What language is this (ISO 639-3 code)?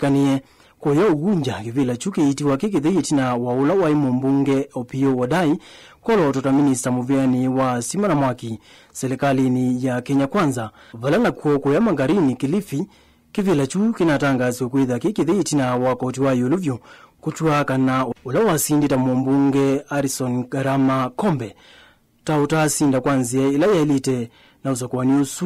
kam